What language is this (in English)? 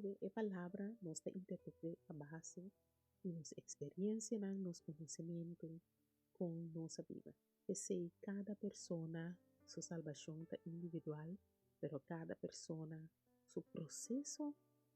Papiamento